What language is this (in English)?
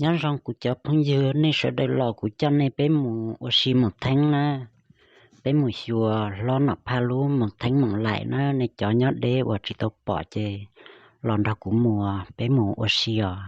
Hmong